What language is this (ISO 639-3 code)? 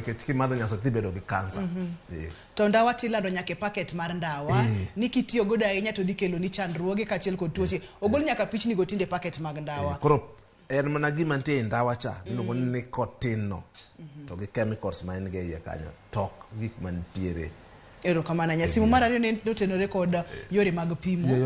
luo